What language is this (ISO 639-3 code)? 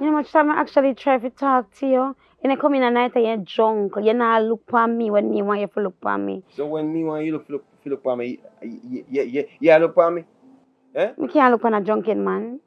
jam